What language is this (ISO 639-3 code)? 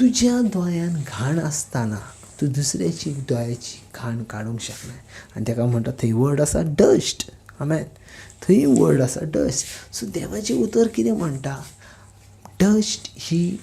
kok